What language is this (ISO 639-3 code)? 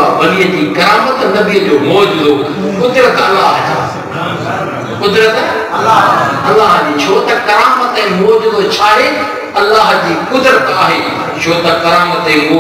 snd